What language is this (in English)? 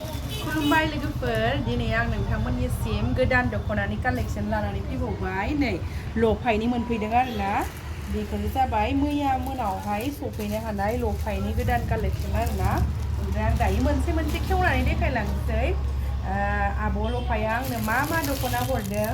Bodo